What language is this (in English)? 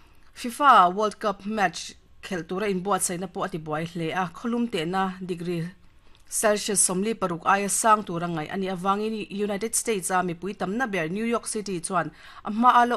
Mizo